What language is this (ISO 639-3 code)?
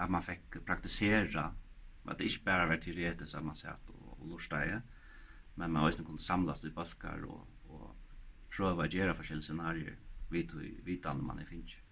fao